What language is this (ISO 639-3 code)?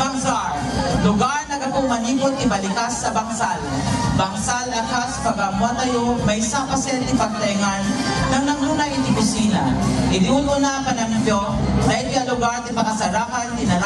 ilo